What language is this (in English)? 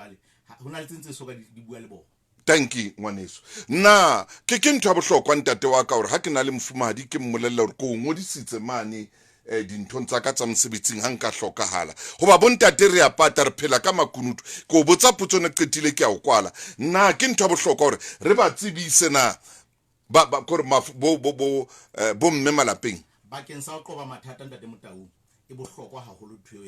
Southern Sotho